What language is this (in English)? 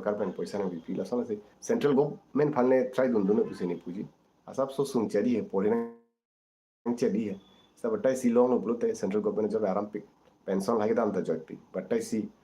Karbi